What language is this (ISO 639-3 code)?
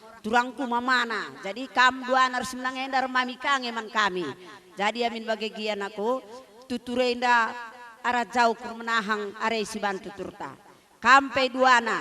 btx